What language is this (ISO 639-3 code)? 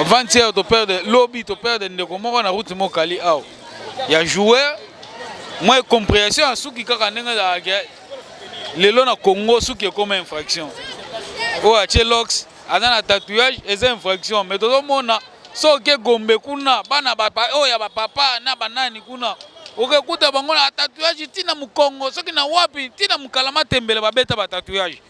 lin